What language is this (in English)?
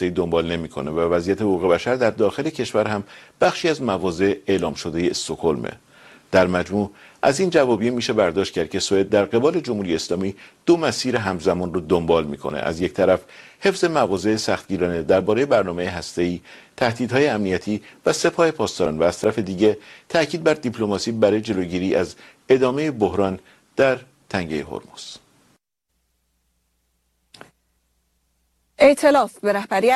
Persian